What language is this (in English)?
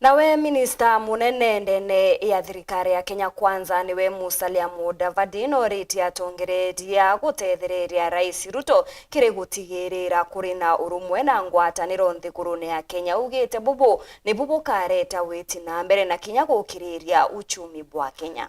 Meru